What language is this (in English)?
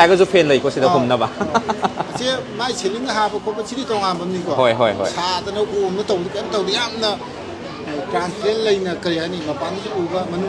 Manipuri